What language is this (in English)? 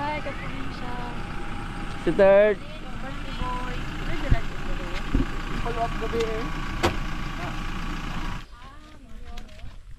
Filipino